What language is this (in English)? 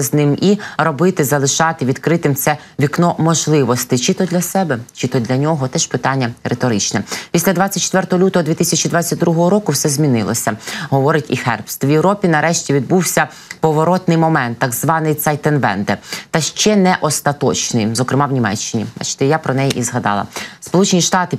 Ukrainian